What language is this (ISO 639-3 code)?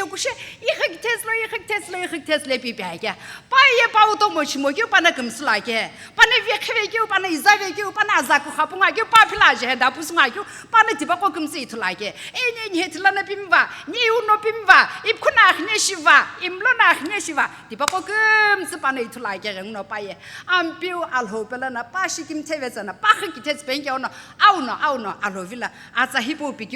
nsm